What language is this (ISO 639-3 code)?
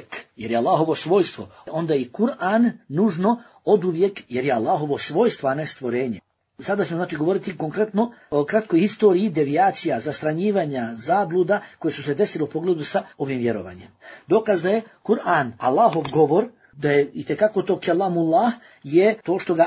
bos